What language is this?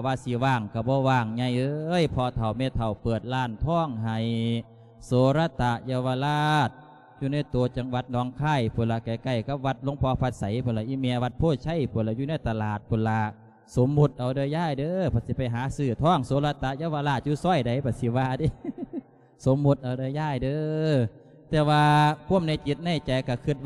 Lao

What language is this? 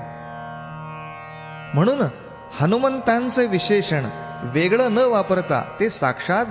Marathi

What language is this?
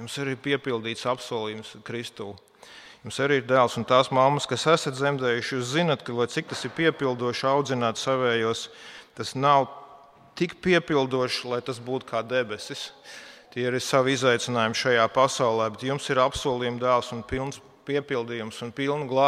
Latvian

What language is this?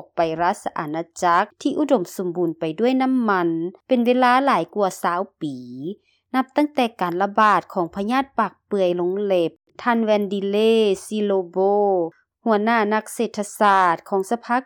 Lao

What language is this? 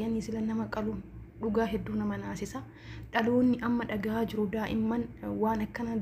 Oromo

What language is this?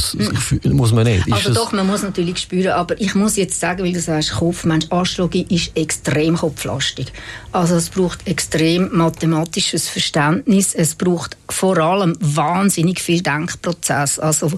Swiss German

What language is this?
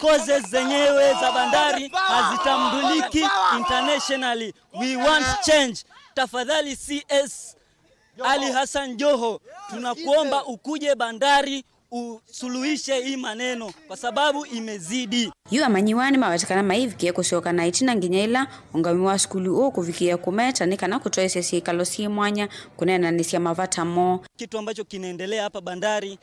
Kamba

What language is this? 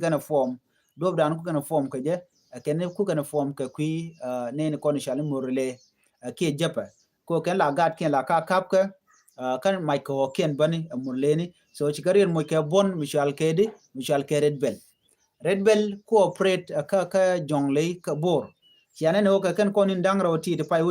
Nuer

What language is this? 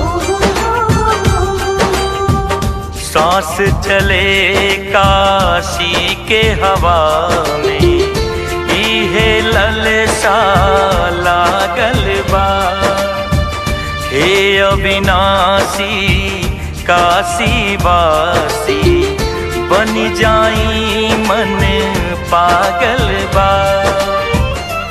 Bhojpuri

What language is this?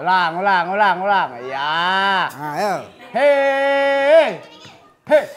Musi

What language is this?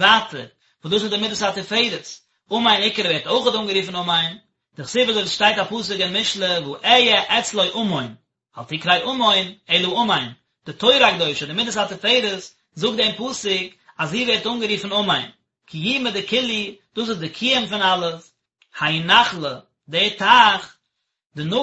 Yiddish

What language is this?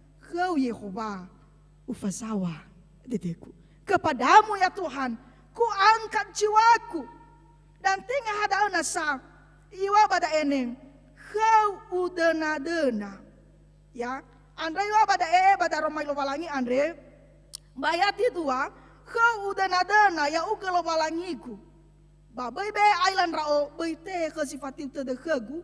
Nias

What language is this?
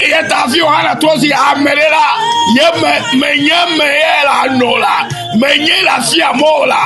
Ewe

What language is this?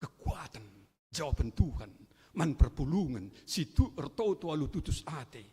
Batak Karo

